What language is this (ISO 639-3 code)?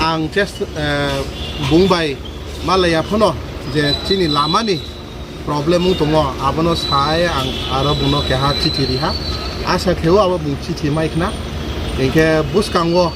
ria